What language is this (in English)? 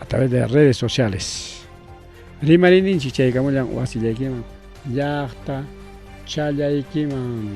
Ayacucho Quechua